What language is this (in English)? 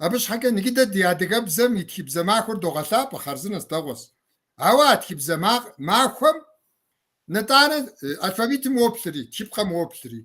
Kabardian